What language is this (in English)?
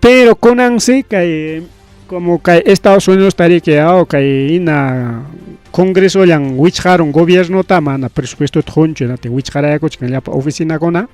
Ayacucho Quechua